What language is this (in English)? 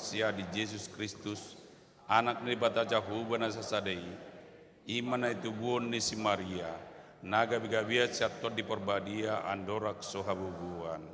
Batak Toba